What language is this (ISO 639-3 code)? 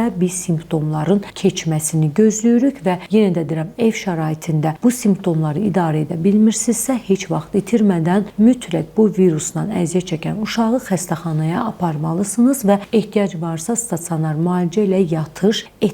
aze